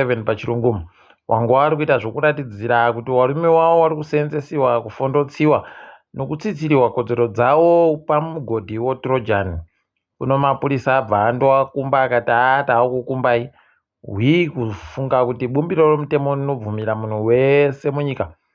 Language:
Ndau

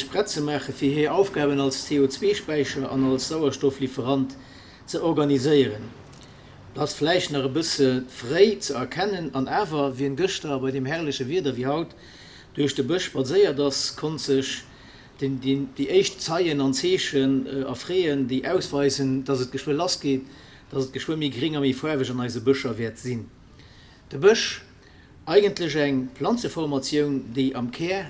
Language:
Luxembourgish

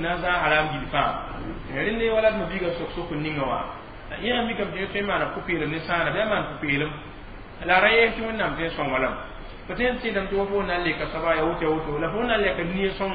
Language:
Mossi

